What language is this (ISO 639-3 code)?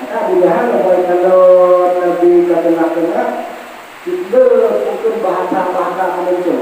ace